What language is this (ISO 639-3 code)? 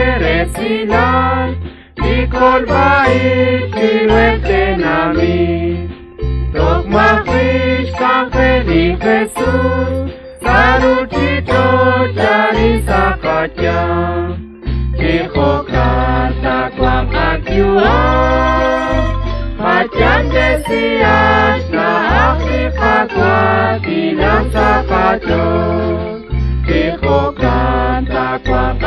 kek